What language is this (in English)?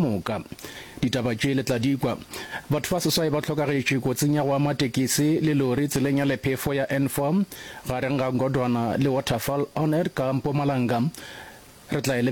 Northern Sotho